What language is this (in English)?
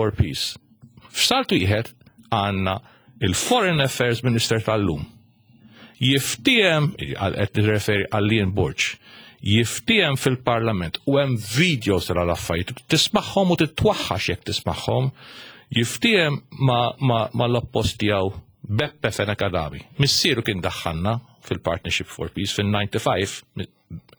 Maltese